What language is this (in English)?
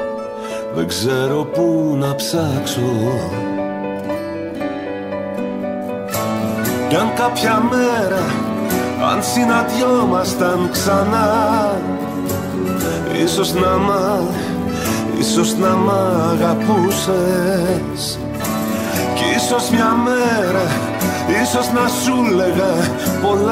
Greek